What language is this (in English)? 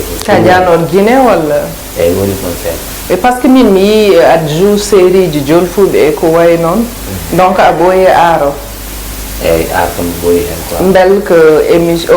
Fula